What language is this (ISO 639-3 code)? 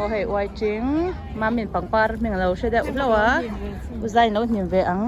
lus